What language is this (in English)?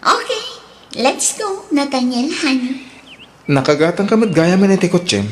Iloko